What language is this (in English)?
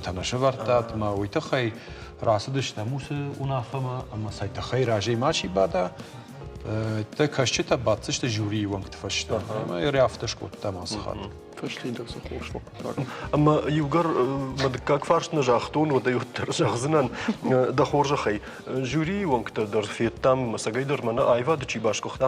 Ossetic